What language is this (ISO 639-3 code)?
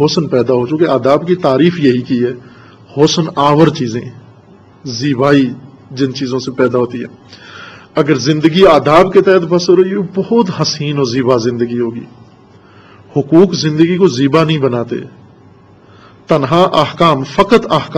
urd